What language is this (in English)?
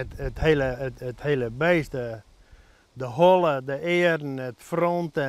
Western Frisian